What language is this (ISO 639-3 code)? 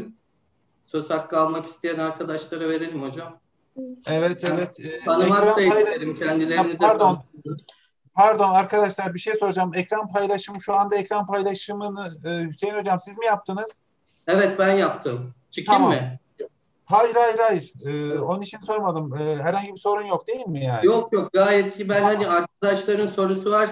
tur